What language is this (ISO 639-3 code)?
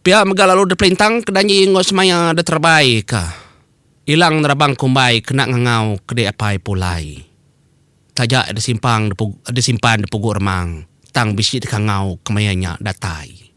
iba